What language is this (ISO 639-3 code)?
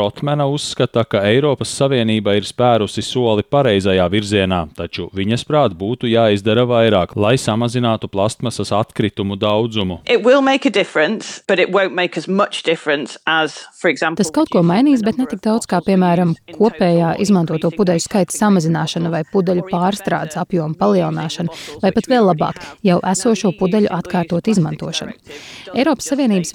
lav